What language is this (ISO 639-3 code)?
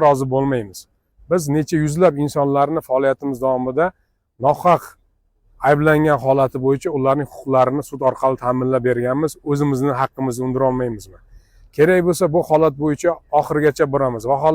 uzb